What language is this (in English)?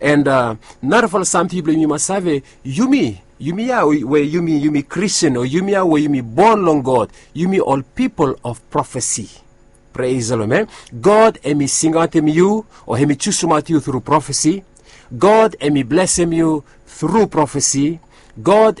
Bislama